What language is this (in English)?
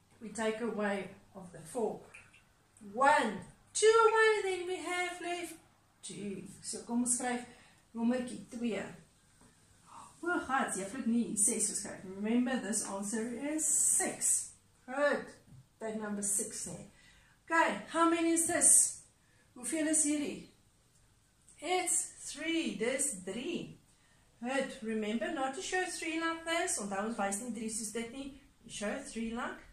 Afrikaans